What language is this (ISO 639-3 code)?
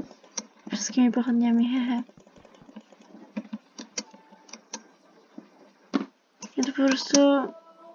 pol